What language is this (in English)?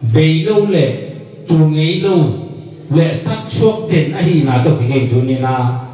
Tedim Chin